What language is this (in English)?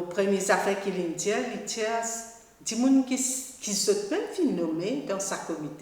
Morisyen